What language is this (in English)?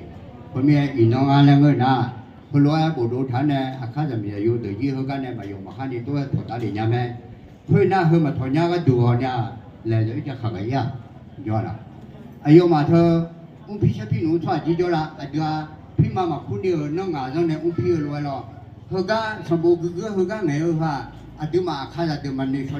Akha